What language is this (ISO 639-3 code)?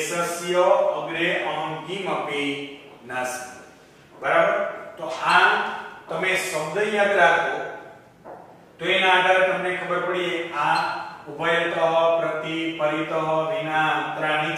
guj